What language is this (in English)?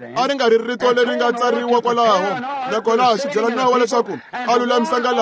Tsonga